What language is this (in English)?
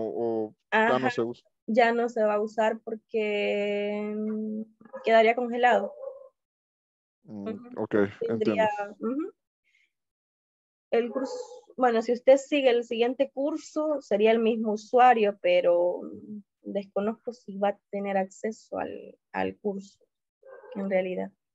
Spanish